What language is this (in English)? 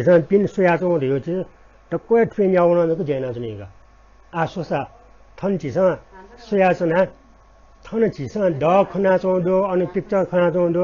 Newari